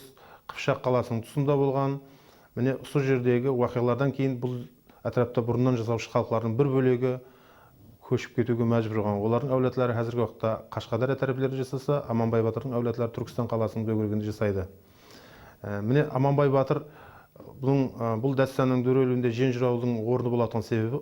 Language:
Kara-Kalpak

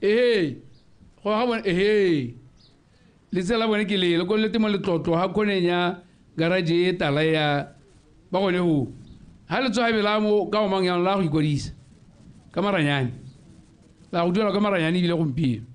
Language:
Tswana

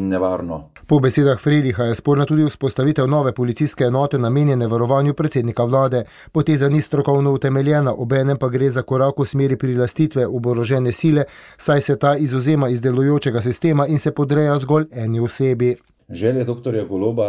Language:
Slovenian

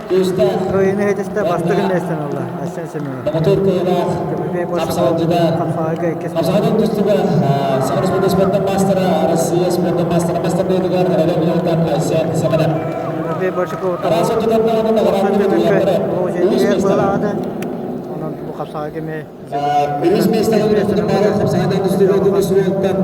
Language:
Yakut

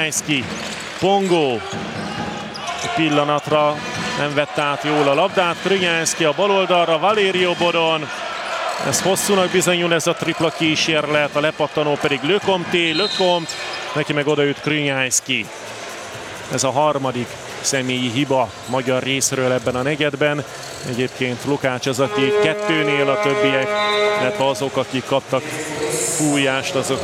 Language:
Hungarian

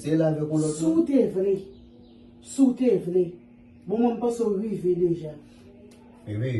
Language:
Haitian Creole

